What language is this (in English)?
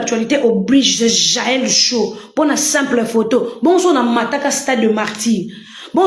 Lingala